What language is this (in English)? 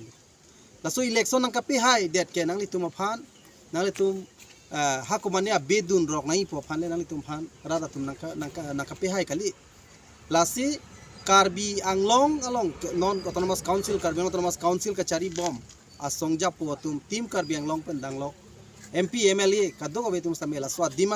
Karbi